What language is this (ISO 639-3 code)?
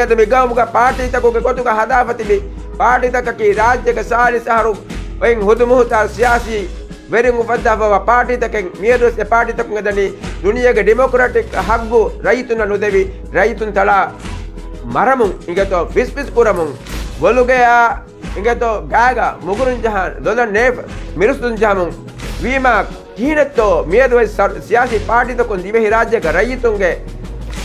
div